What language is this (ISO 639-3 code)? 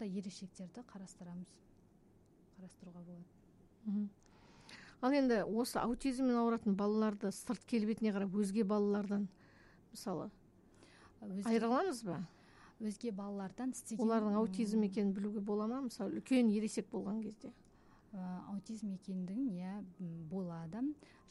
kaz